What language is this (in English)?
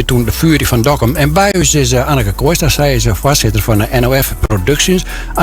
Western Frisian